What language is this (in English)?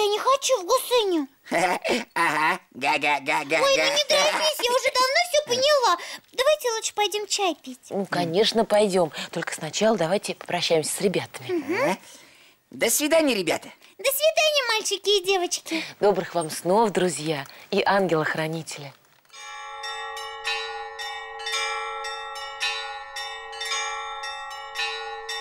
Russian